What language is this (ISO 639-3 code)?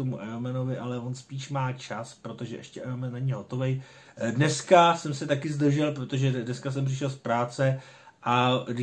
ces